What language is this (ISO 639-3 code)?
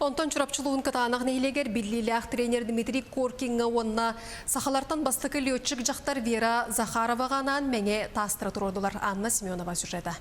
sah